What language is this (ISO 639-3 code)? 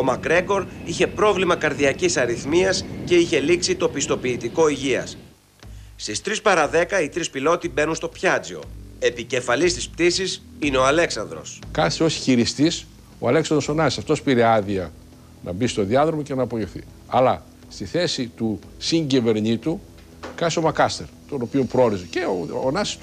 ell